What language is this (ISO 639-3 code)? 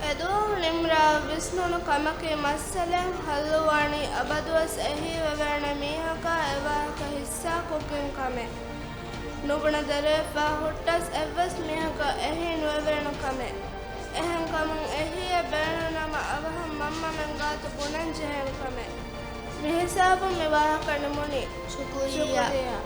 div